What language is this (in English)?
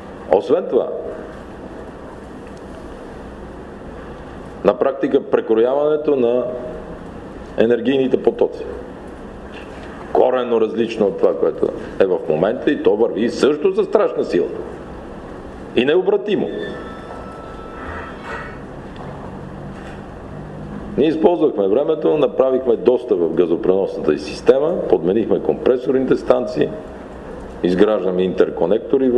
Bulgarian